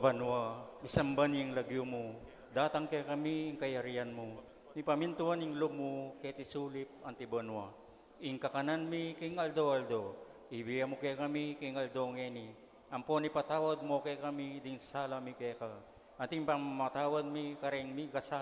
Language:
Pampanga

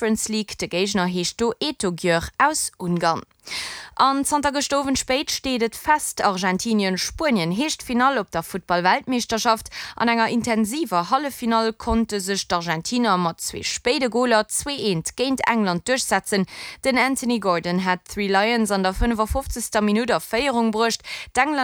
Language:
Luxembourgish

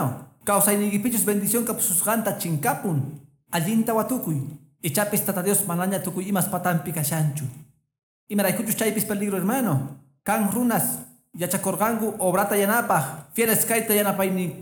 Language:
Quechua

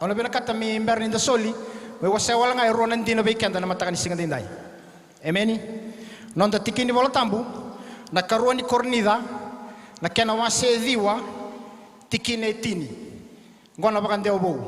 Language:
Fijian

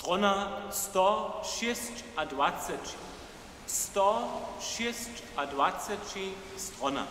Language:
Upper Sorbian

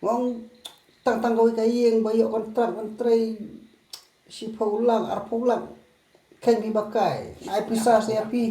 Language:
Khasi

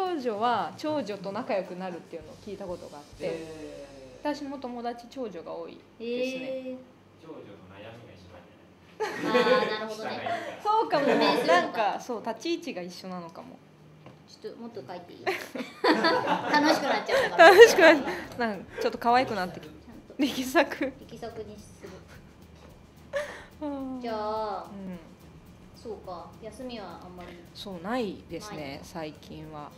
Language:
Japanese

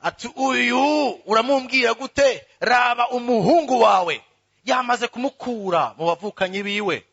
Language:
Rundi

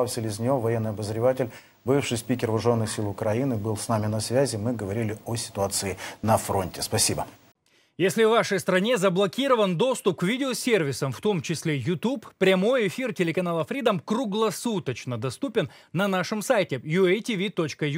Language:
Russian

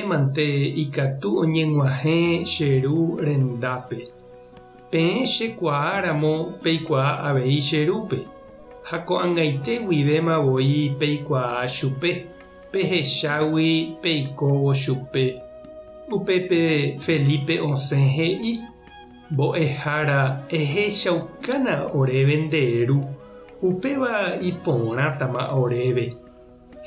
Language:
Guarani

